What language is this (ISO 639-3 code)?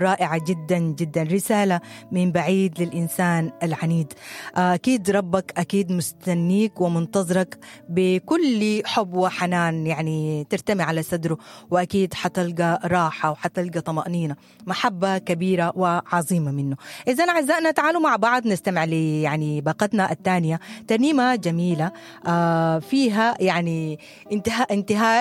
apd